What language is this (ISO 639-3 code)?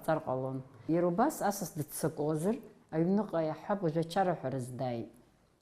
abk